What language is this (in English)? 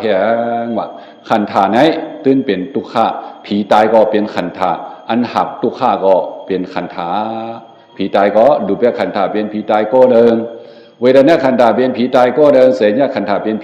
Shan